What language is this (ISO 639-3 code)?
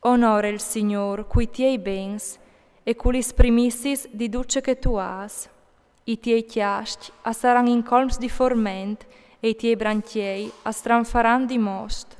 fur